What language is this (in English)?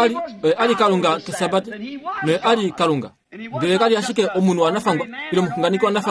Kuanyama